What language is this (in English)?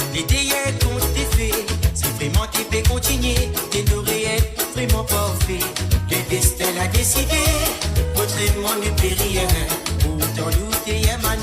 Morisyen